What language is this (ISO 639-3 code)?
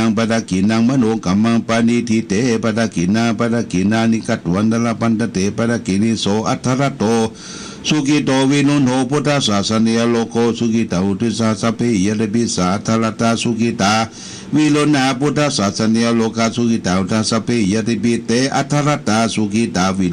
pli